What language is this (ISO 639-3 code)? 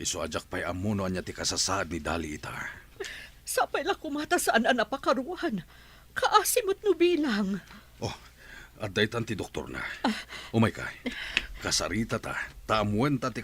ilo